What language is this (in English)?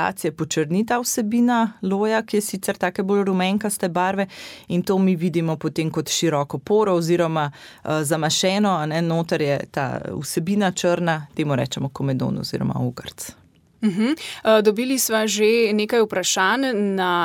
Slovenian